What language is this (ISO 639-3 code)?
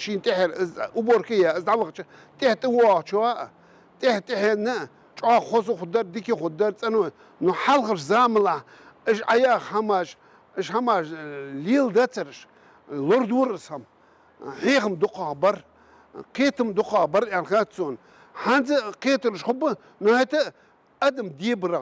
inh